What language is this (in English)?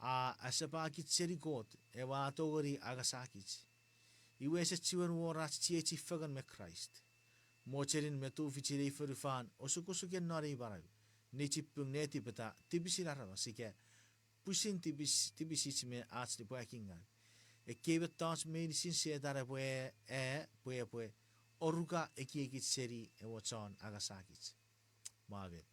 Chuukese